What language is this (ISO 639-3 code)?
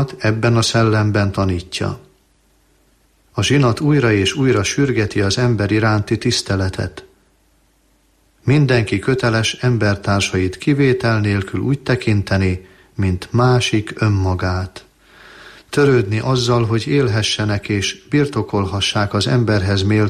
hun